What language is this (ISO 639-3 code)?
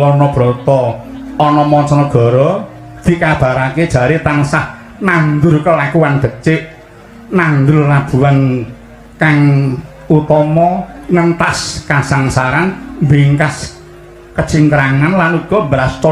jav